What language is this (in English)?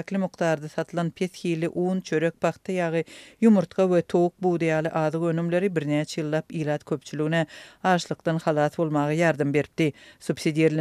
Turkmen